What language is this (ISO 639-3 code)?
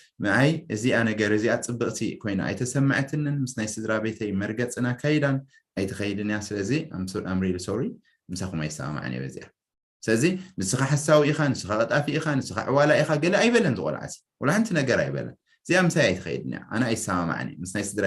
tir